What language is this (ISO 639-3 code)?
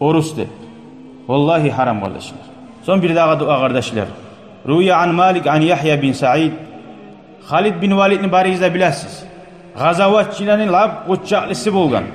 kum